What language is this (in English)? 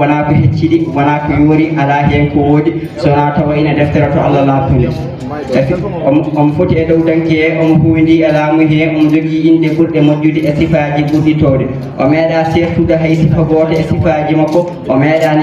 Fula